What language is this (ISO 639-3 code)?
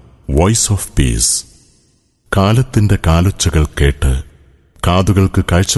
mal